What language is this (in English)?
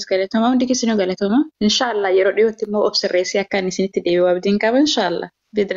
Oromo